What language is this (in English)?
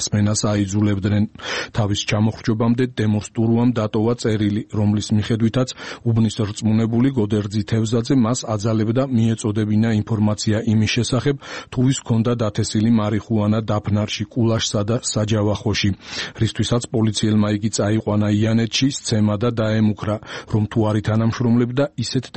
Georgian